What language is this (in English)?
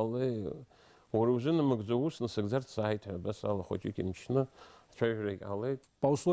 Abkhazian